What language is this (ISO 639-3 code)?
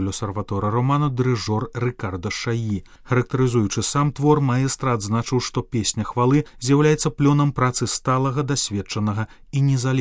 bel